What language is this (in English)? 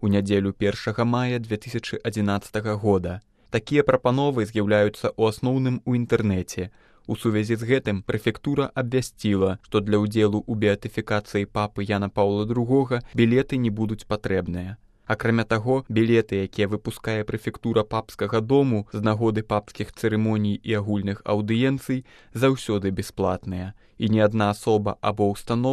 Belarusian